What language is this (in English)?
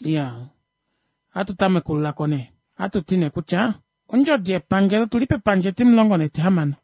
Kuanyama